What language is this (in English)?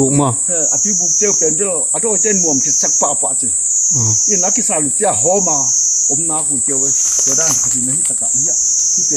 Tedim Chin